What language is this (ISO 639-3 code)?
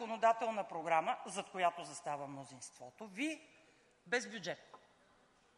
bul